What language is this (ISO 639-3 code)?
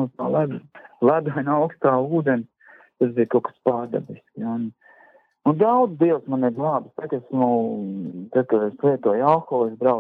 lav